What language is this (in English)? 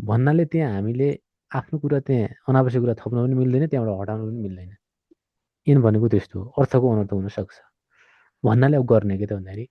Nepali